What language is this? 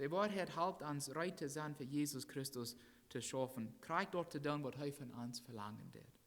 Plautdietsch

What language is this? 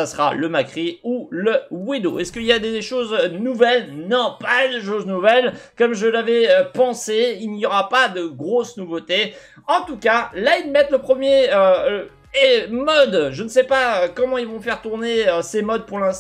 French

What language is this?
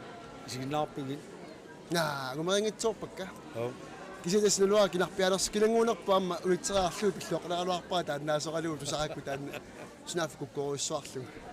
Kalaallisut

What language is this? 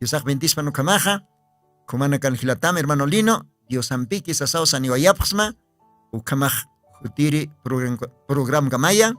Aymara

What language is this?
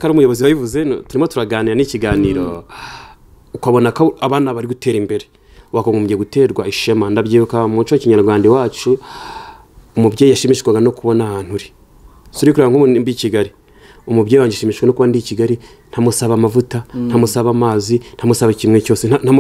Kinyarwanda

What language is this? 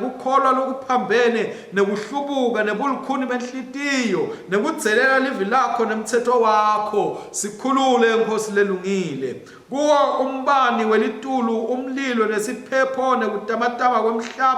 Swati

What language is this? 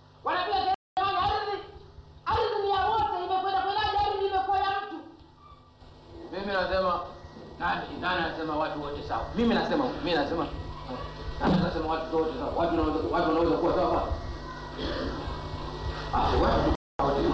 Swahili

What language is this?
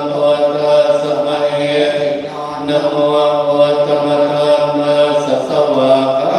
Pali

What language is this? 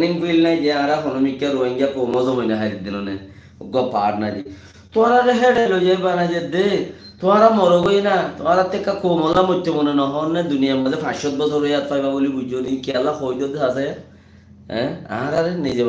Rohingya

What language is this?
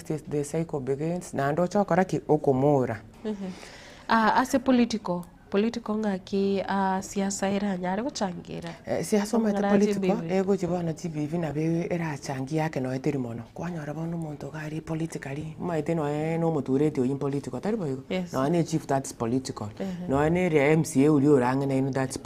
Gusii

